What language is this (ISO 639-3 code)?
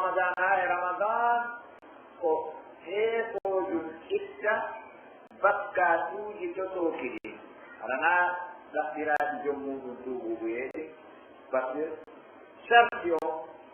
fuf